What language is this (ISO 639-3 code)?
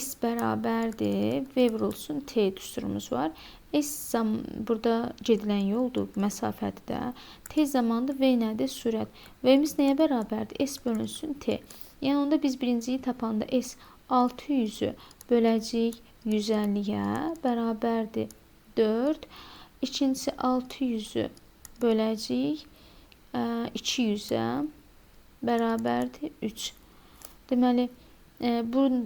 aze